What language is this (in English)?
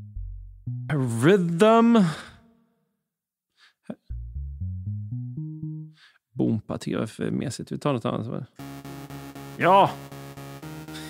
Swedish